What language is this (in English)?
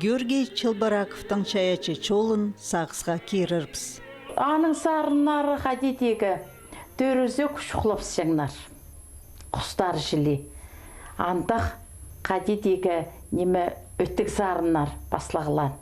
Khakas